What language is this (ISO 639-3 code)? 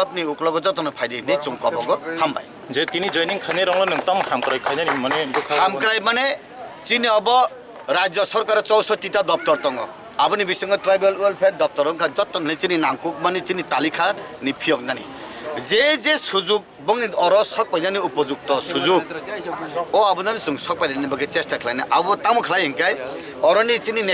trp